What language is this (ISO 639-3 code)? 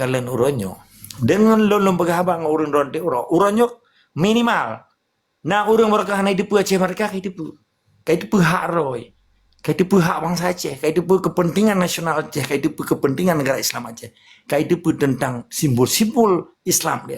ace